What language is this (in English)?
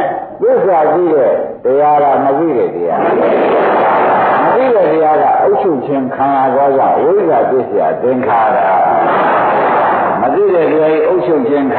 Burmese